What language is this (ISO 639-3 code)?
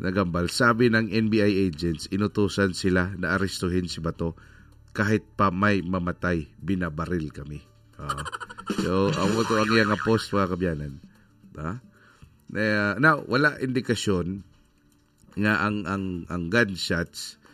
hil